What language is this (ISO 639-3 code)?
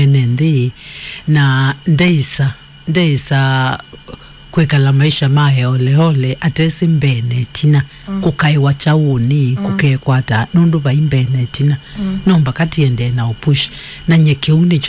kam